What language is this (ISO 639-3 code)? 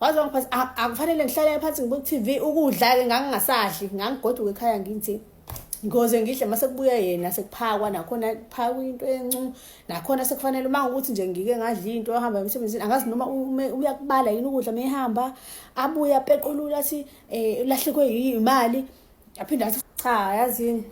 zul